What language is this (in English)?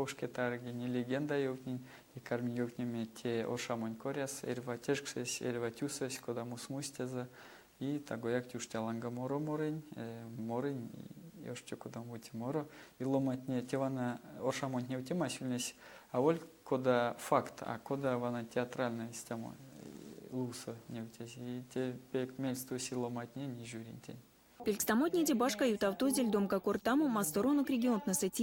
Erzya